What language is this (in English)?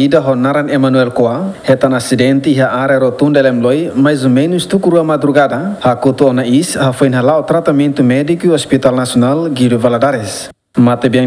Tetum